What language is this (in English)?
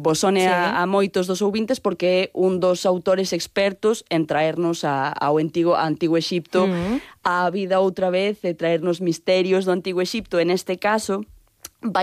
Galician